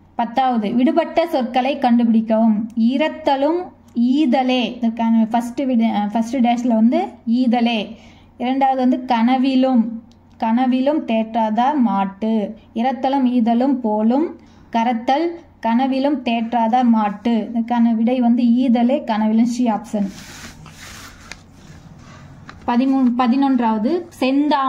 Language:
Tamil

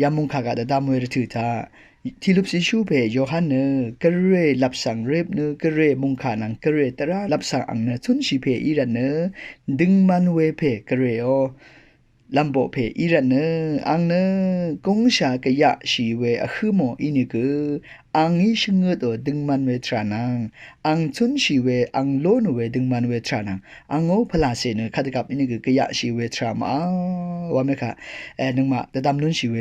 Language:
Rawang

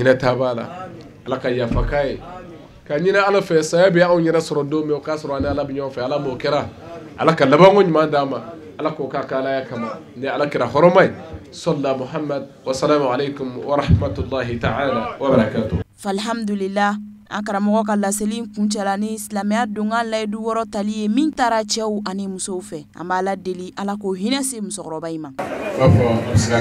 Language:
Bambara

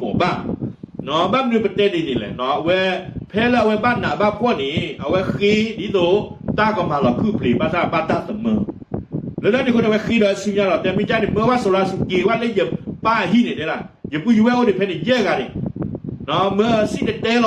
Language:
S'gaw Karen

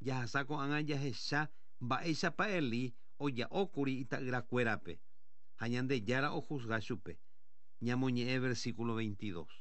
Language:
Guarani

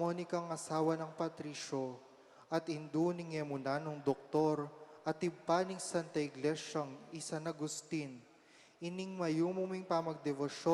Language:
Pampanga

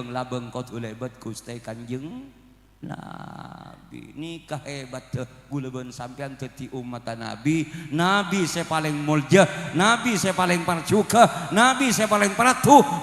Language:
Madurese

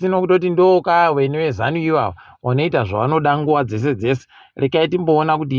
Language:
Ndau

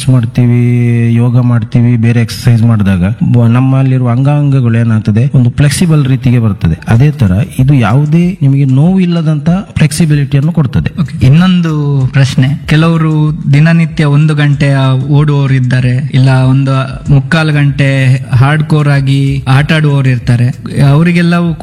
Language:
Kannada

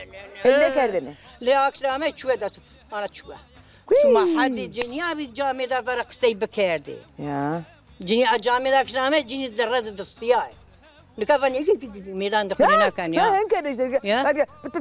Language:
Zaza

